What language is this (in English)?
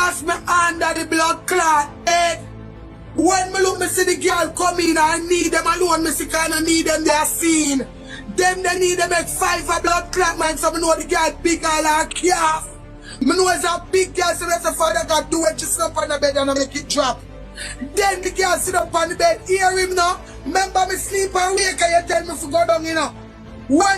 Jamaican Creole English